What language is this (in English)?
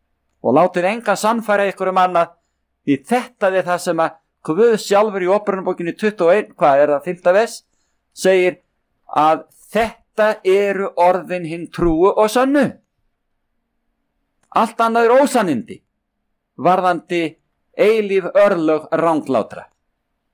Icelandic